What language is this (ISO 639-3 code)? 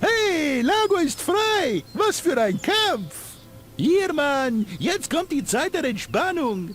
bar